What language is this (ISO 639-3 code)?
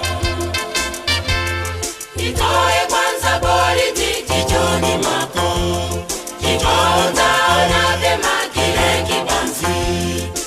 swa